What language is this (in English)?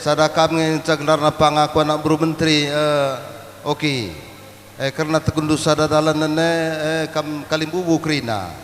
Batak Karo